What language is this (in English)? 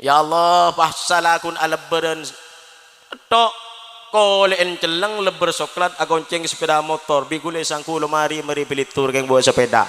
Madurese